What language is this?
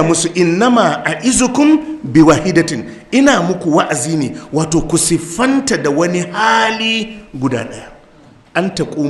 Hausa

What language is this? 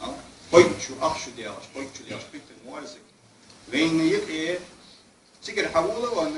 Ingush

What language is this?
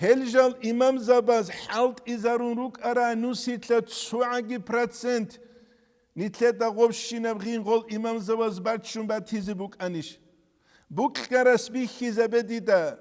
Avaric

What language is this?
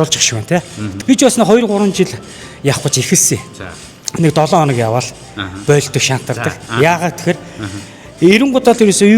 Mongolian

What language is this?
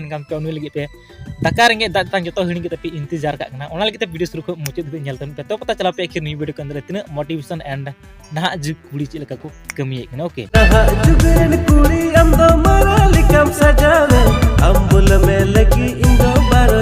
Santali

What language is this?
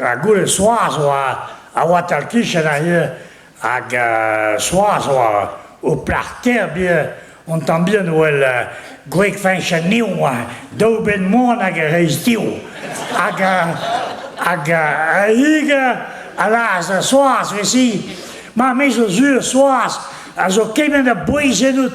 Breton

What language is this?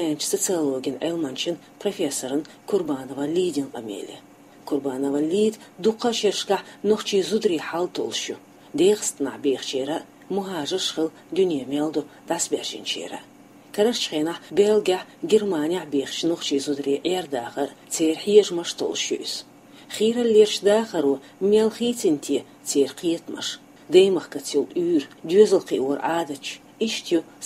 Chechen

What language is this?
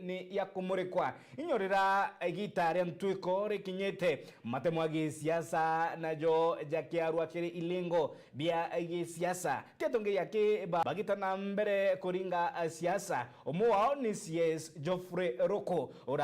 Meru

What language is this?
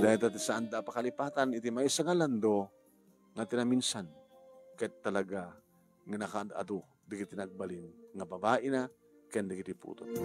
Iloko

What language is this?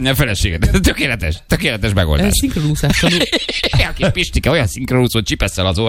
Hungarian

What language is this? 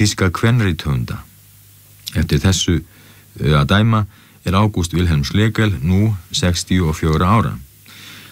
Icelandic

